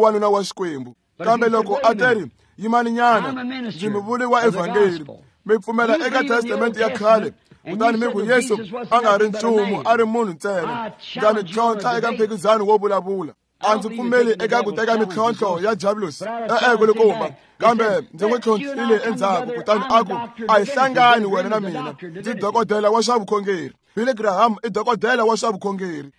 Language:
Tsonga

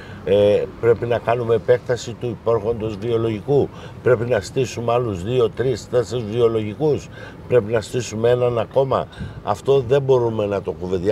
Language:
Greek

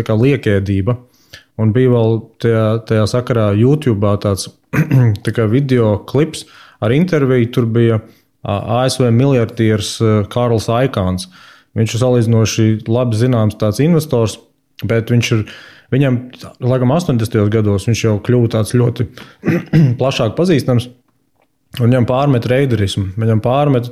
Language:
Latvian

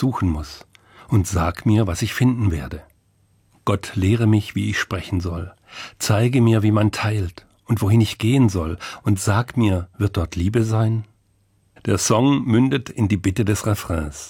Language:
German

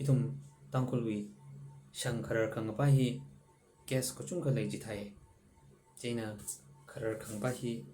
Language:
Tangkhul Naga (India)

